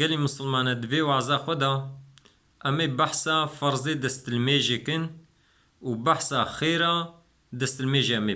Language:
Kurdish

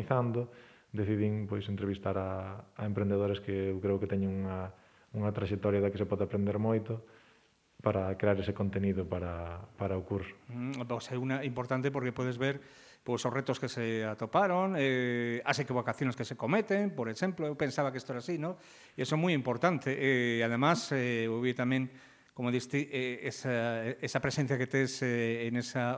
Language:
Galician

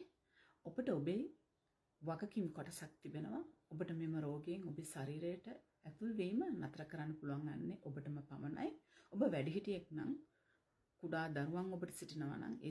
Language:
Sinhala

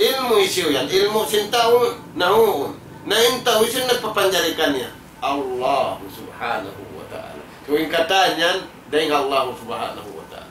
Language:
Tausug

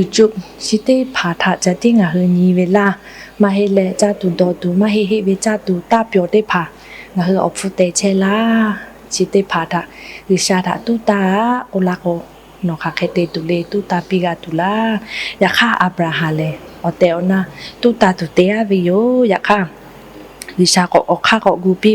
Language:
Lahu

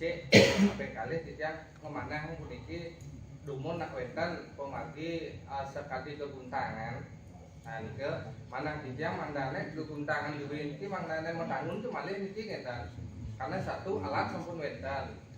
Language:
Balinese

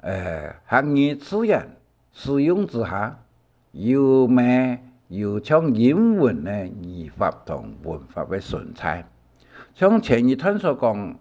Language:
Hakka Chinese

